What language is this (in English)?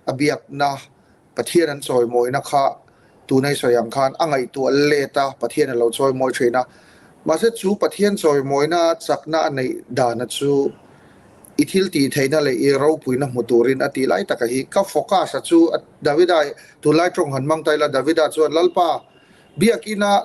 Mizo